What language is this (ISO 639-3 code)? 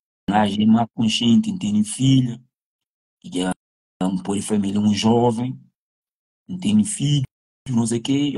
kea